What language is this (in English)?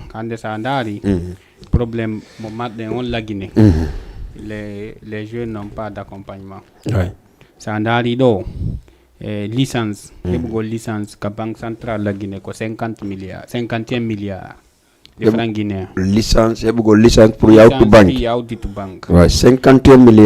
Fula